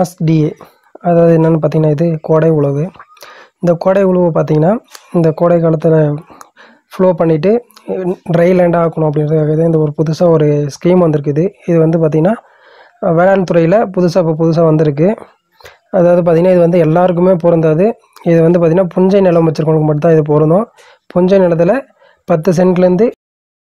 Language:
Tamil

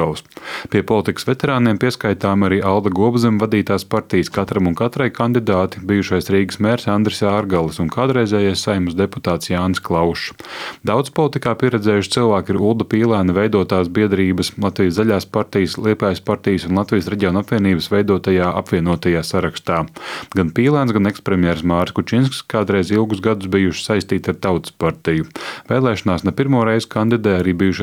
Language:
Latvian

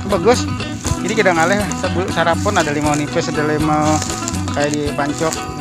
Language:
Banjar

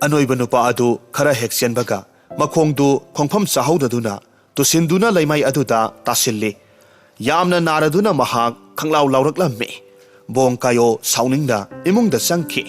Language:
Manipuri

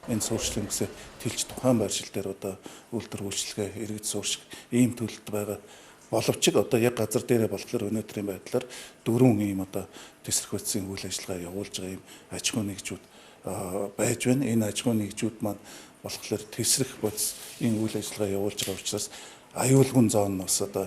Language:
Mongolian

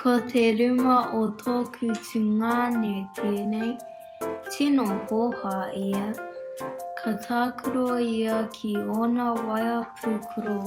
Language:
Māori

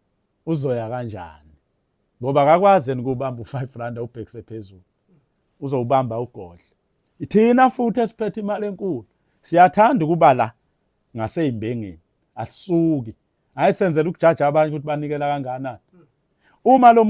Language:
Zulu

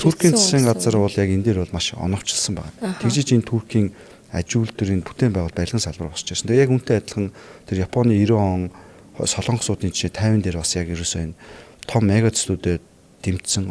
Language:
Mongolian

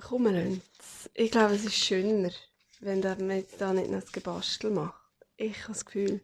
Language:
Swiss German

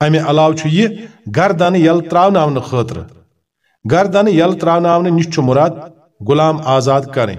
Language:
Kashmiri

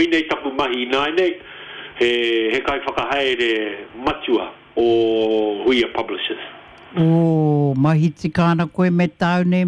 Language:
Māori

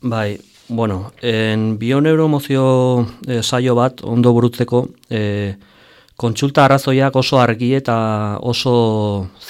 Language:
Basque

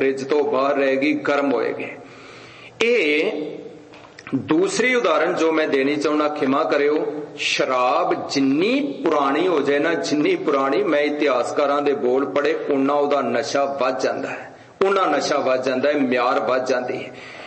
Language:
Punjabi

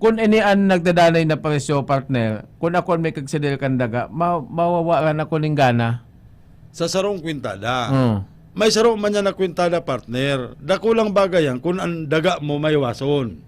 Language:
Bikol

